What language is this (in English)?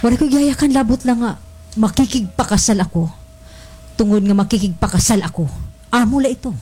Waray